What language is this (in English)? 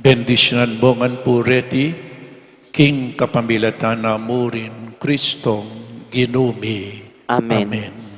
Pampanga